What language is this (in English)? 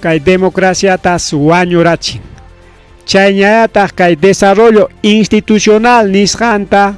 Ayacucho Quechua